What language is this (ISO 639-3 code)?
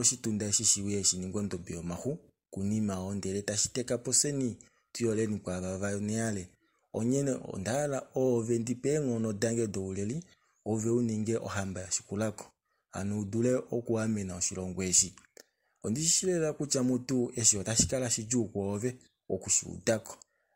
kua